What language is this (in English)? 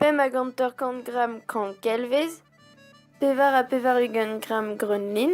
Breton